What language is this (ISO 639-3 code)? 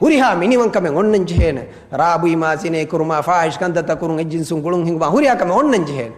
div